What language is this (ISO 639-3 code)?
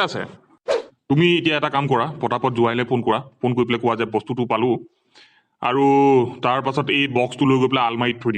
asm